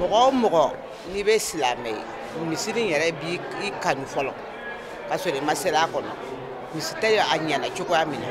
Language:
Bambara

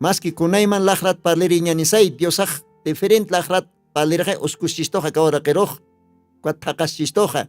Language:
Aymara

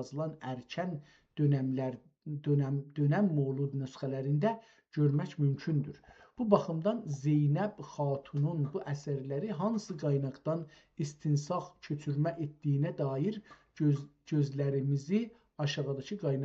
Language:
South Azerbaijani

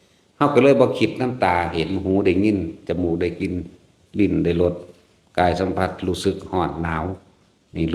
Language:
Northeastern Thai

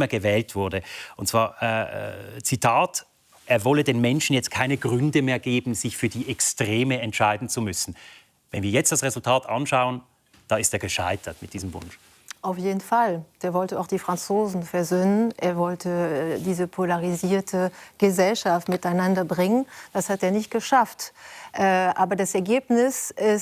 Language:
Swiss German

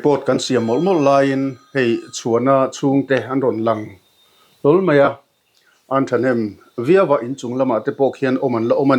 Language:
Mizo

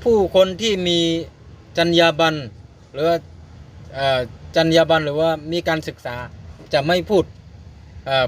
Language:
Shan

